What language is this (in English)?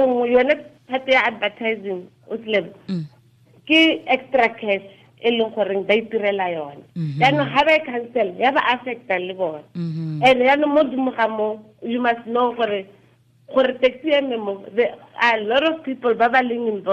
Tswana